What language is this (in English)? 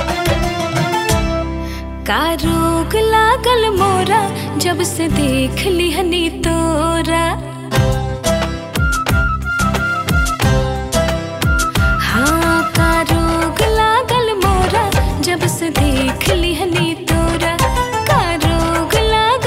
Bhojpuri